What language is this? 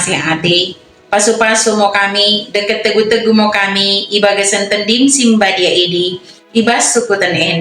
Batak Dairi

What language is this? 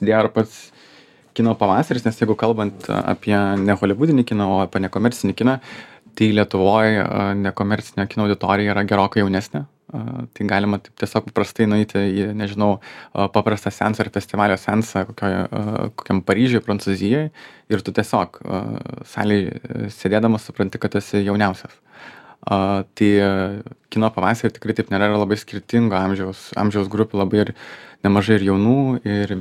Lithuanian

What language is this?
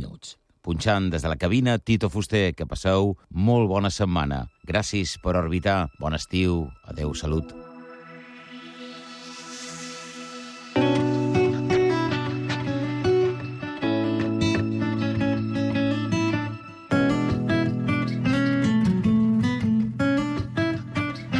Catalan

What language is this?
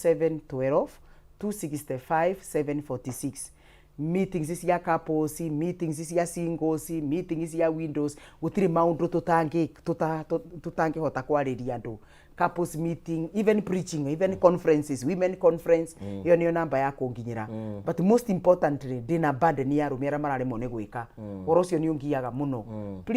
Kikuyu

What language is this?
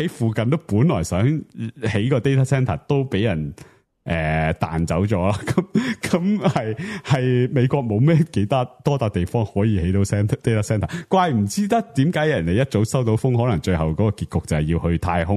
Cantonese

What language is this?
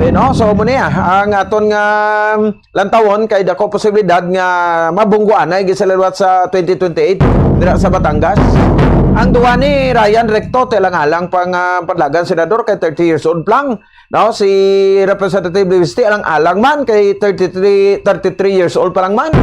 Hiligaynon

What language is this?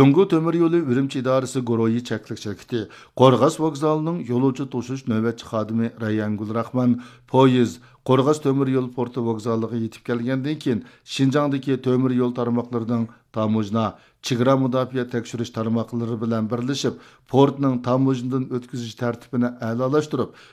Uyghur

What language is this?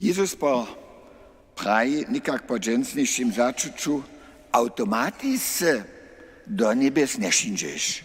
Upper Sorbian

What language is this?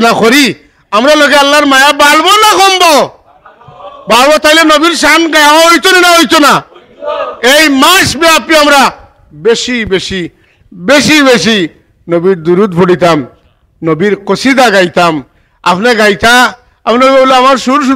Sylheti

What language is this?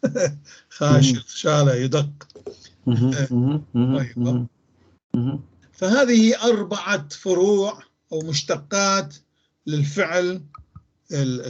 North Levantine Arabic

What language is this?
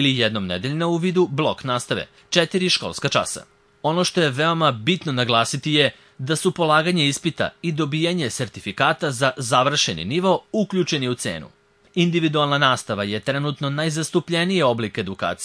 Serbian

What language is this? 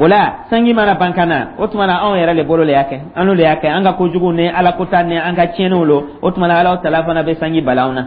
Dyula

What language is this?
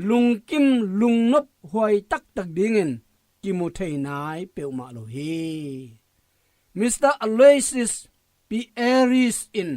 Tedim Chin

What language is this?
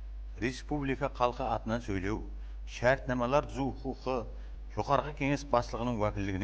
Kara-Kalpak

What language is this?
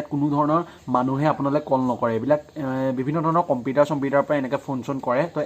Assamese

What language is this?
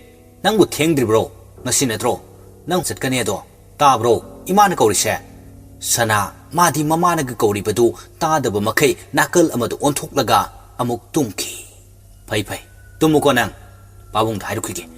Manipuri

